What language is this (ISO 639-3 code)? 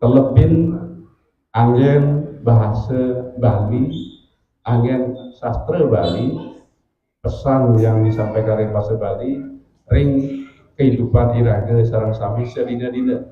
ban